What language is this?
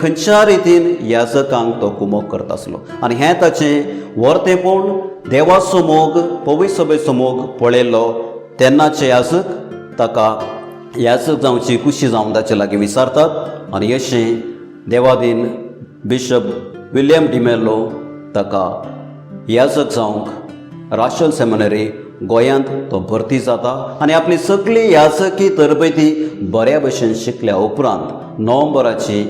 Konkani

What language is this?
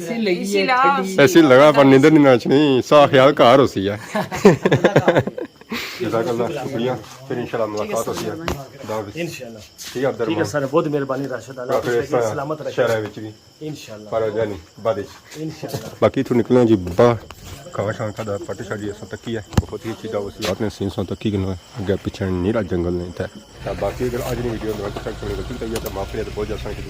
Pahari-Potwari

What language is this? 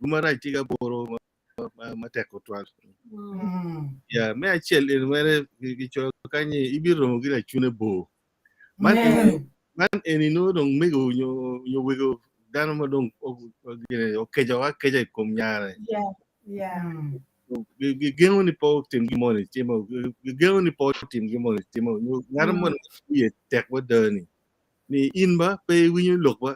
Acoli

